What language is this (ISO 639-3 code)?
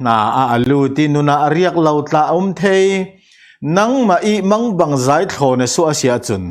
cfm